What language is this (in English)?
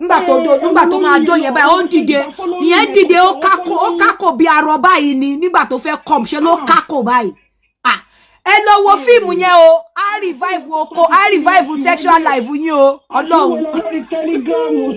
Yoruba